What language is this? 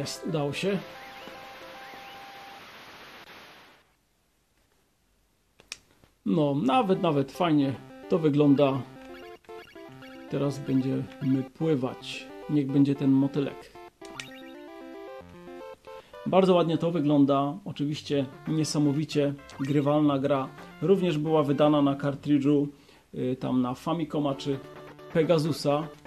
Polish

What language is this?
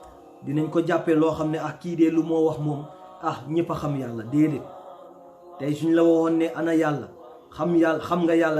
Wolof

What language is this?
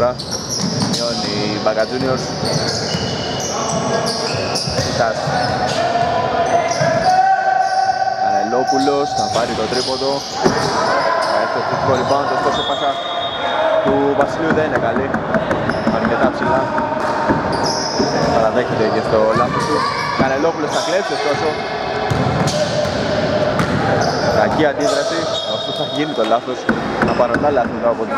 Greek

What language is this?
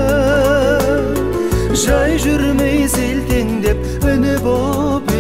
Kazakh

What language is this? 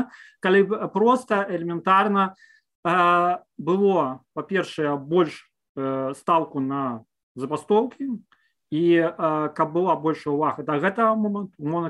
Belarusian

